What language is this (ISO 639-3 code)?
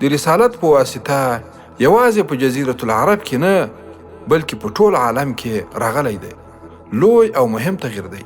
pus